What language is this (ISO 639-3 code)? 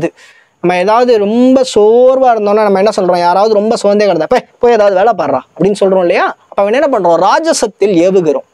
tam